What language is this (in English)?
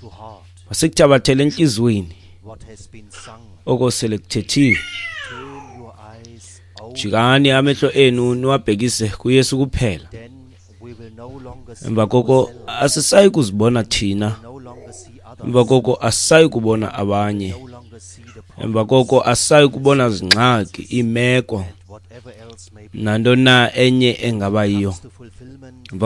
Xhosa